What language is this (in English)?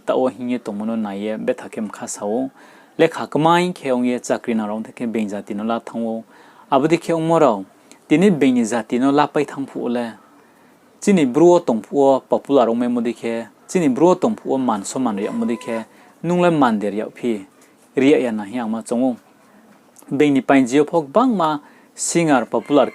Riang (India)